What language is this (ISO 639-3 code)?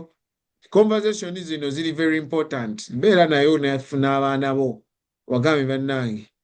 lug